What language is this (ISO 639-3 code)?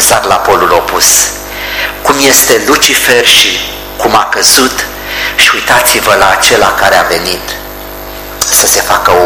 ron